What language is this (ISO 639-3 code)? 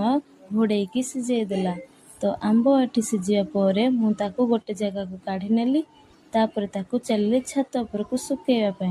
ori